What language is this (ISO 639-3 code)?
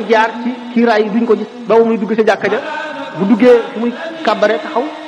wol